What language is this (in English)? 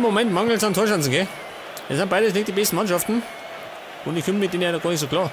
Bavarian